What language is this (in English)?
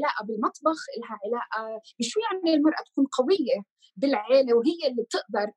North Levantine Arabic